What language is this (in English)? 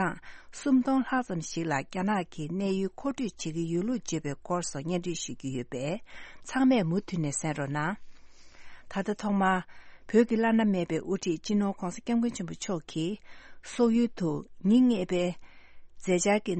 Tibetan